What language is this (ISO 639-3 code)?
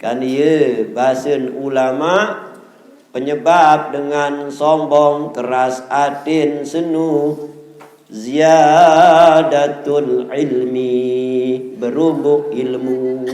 sas